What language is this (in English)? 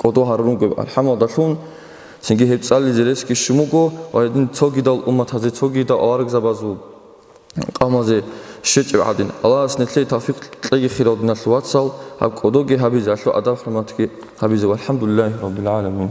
Avaric